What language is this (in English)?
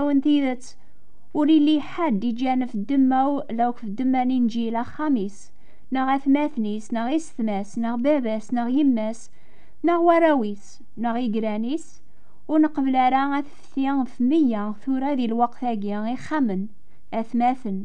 Kabyle